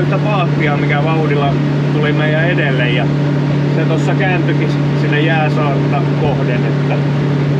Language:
Finnish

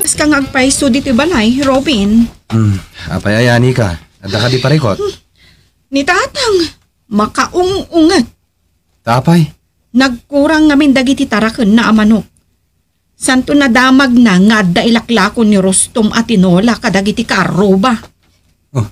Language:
Iloko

